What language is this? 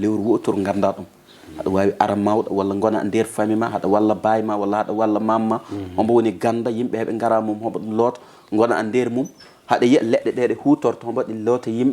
Fula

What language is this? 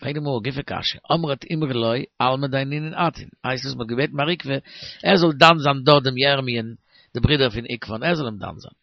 Yiddish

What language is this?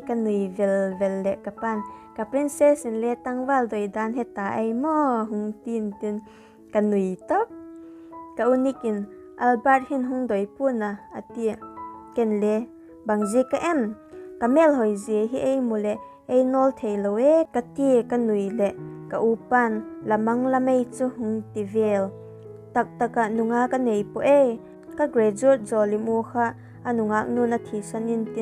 Vaiphei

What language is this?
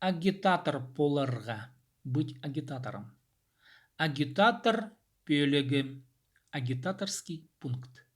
Khakas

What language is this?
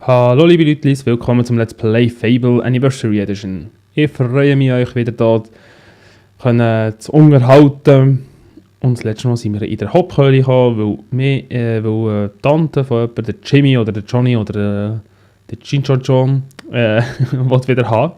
Swiss German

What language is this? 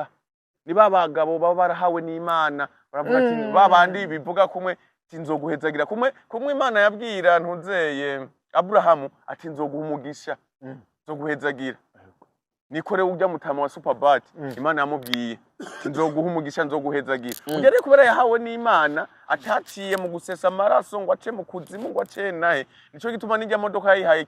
Rundi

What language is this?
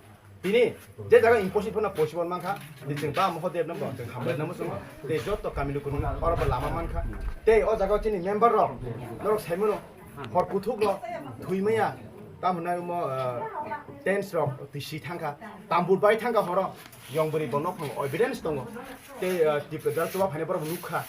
Kok Borok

